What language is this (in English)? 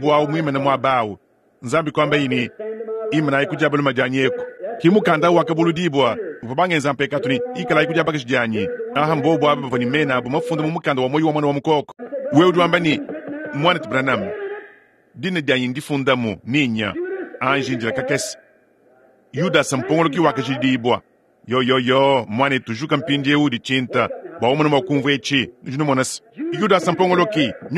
Luba-Lulua